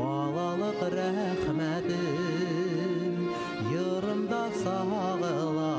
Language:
Bashkir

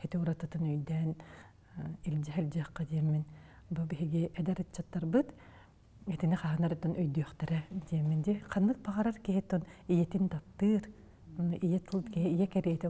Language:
Yakut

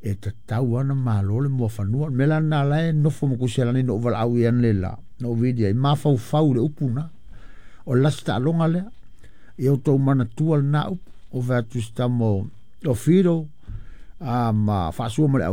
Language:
Samoan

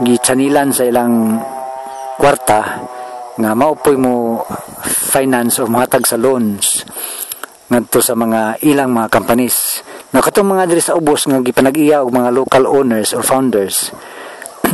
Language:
Cebuano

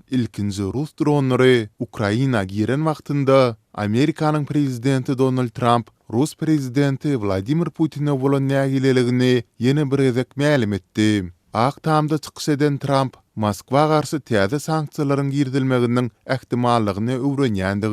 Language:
Turkmen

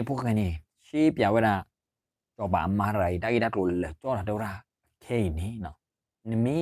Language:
S'gaw Karen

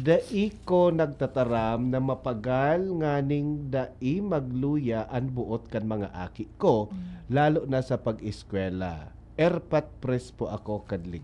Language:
Bikol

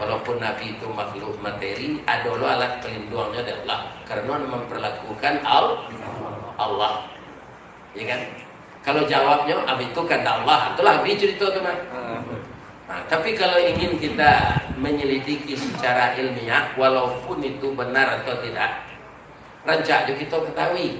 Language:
Minangkabau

